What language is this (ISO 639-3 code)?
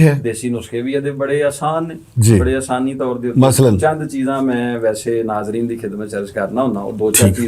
lah